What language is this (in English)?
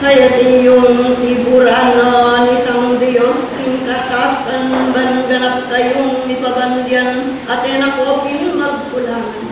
Pampanga